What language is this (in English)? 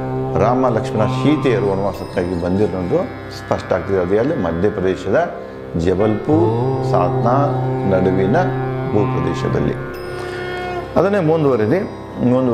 Kannada